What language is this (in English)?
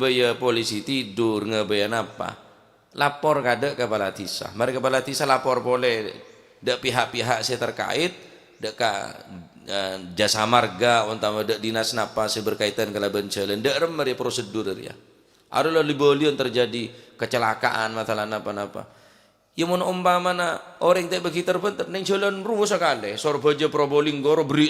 Madurese